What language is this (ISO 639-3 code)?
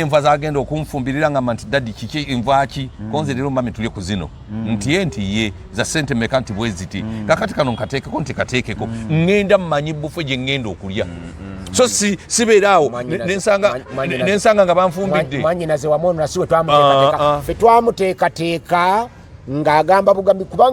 lug